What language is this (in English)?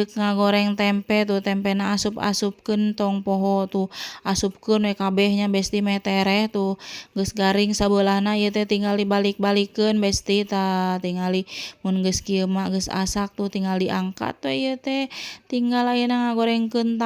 Sundanese